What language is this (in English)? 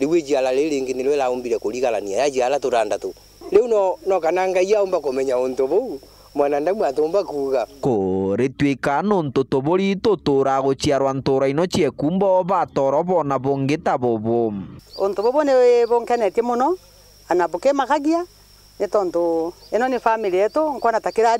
Meru